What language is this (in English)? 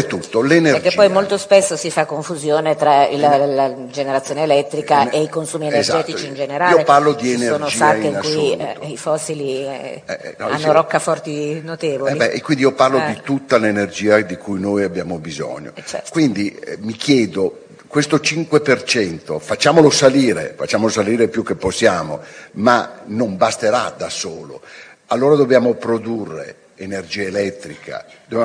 Italian